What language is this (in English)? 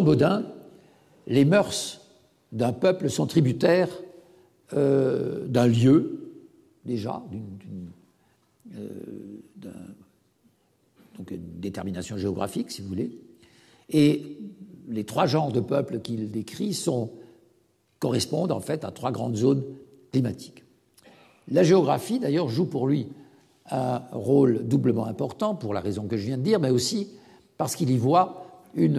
French